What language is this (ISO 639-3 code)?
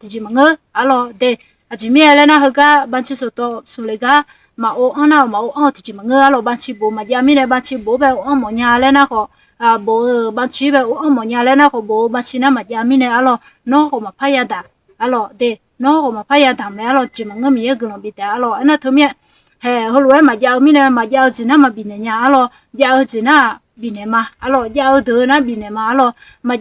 ahk